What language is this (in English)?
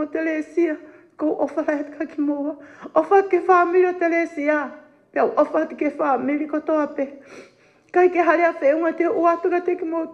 Tongan